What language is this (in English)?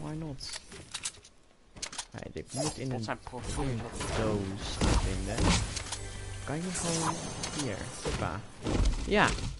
Dutch